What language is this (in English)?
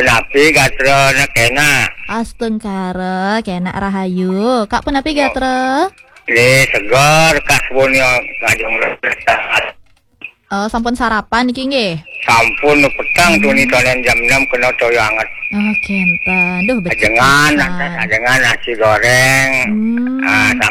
Balinese